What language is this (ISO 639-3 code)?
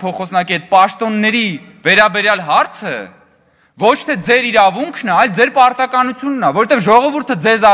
hye